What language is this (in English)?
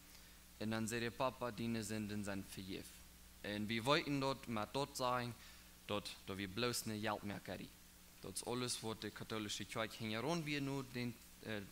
Plautdietsch